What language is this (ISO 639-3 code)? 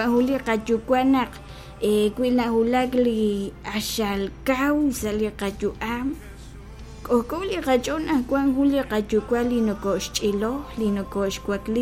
kek